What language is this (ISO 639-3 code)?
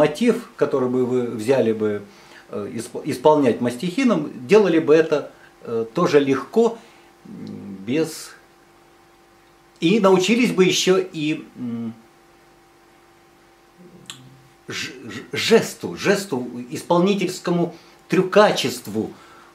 rus